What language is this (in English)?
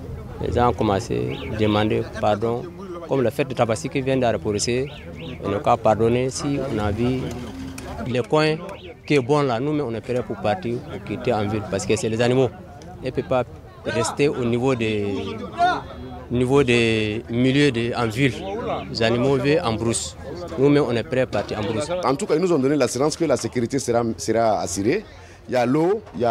French